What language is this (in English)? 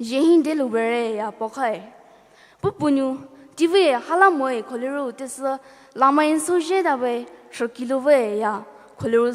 Poumei Naga